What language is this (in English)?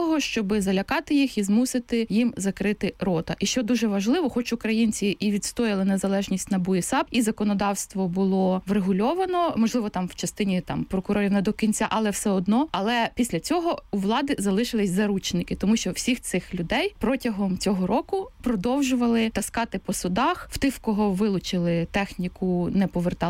Ukrainian